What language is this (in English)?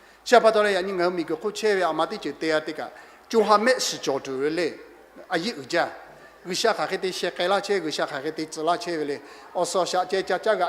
Lahu